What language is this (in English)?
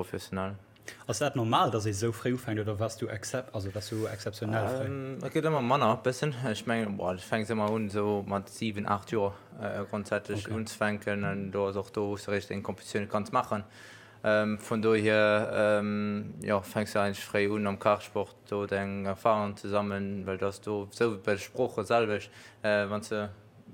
Luxembourgish